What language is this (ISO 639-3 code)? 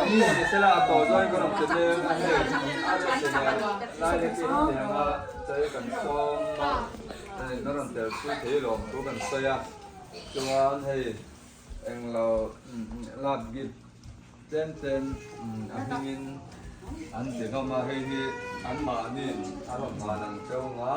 lus